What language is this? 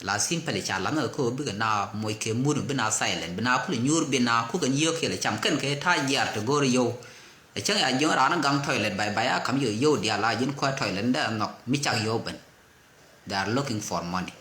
Nuer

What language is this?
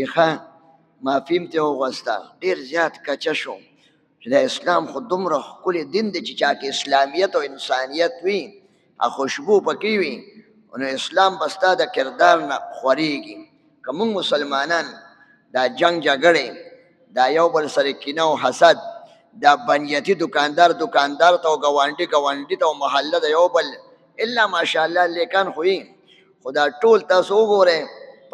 Pashto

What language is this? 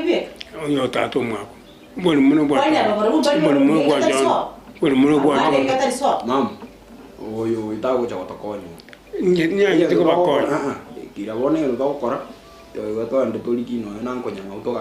Gusii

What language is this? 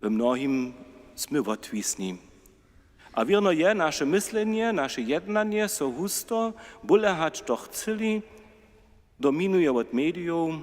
Upper Sorbian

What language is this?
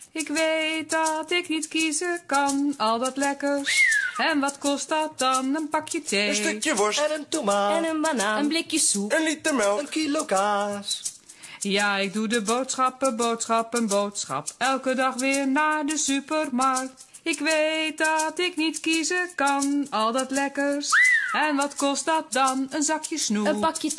Dutch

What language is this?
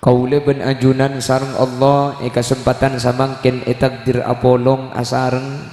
Madurese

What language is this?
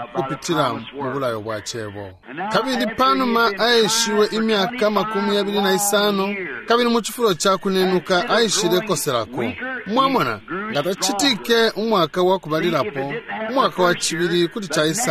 Bemba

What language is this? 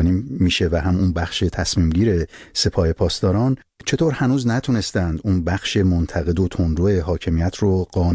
Persian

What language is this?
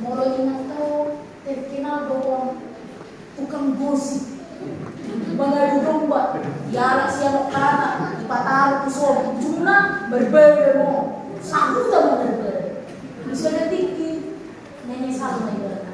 Batak Toba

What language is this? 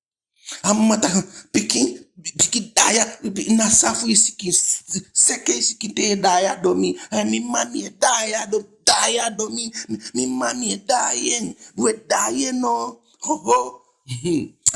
Eastern Maroon Creole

